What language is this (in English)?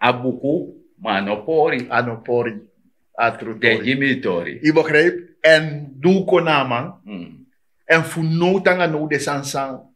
Sranan Tongo